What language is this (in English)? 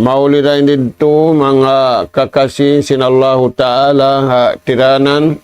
Tausug